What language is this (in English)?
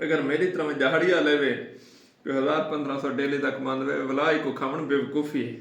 Saraiki